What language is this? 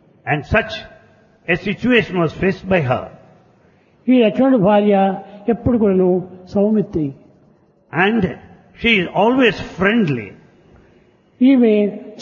Telugu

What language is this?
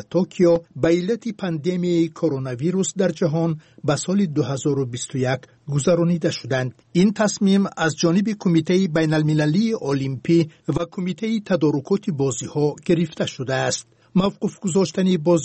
Persian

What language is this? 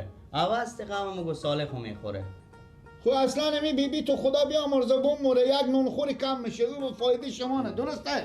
Persian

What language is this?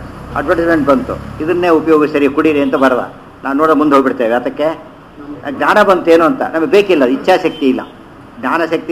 Kannada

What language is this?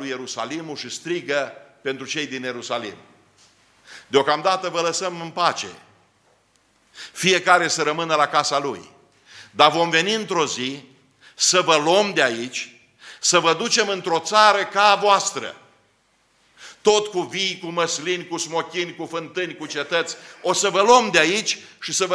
Romanian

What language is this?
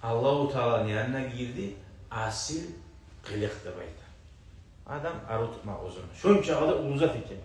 Kumyk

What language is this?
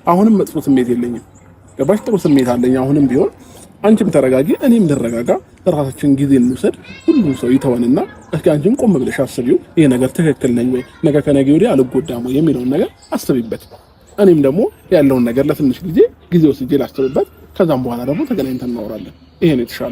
Amharic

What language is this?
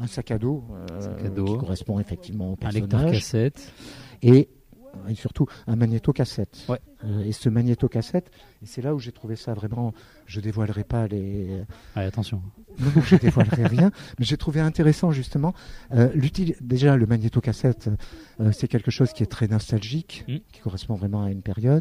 French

